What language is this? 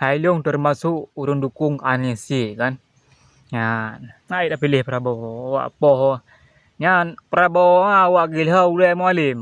Achinese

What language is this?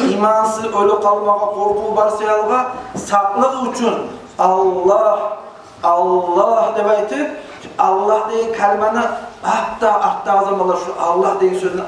Kumyk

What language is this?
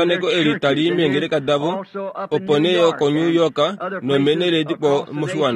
Kuanyama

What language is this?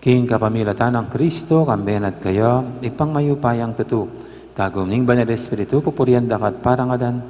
Pampanga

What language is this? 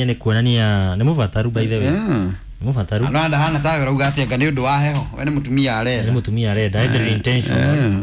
Kikuyu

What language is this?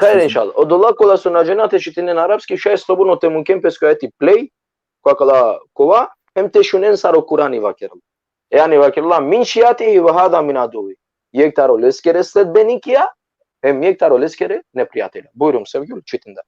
Balkan Romani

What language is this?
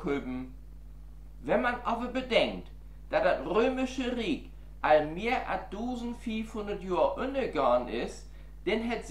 Low German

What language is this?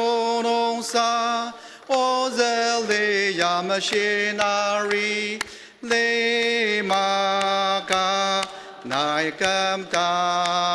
Ao Naga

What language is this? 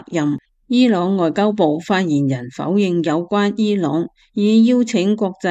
Cantonese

